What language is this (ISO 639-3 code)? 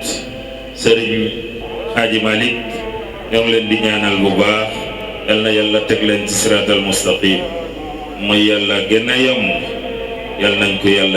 wol